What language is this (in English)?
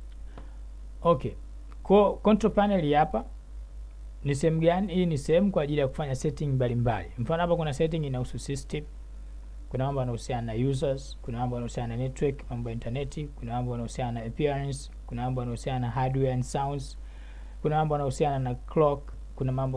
Swahili